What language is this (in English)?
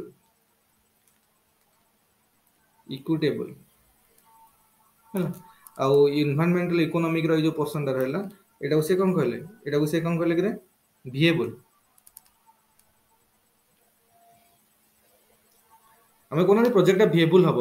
Odia